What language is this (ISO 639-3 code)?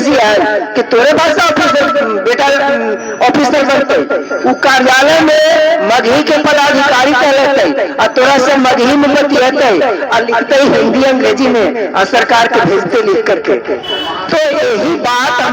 mag